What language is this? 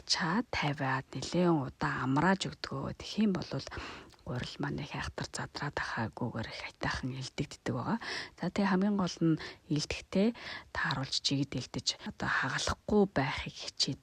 Mongolian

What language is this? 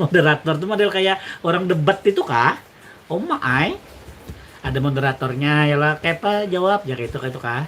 Banjar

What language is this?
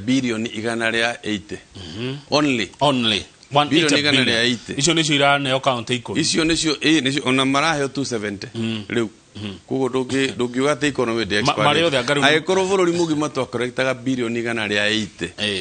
Kikuyu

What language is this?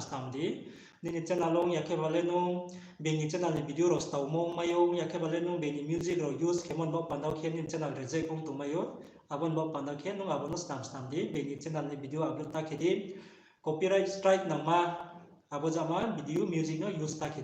Riang (India)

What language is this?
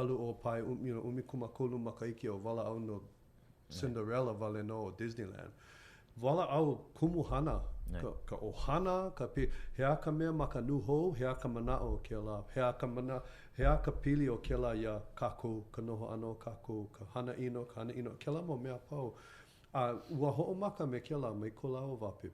Hawaiian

